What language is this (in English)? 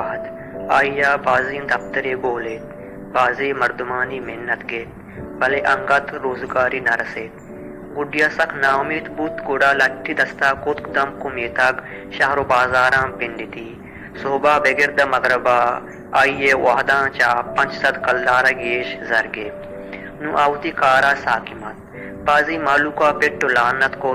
Baluchi